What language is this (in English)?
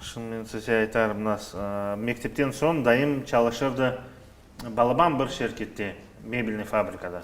Crimean Tatar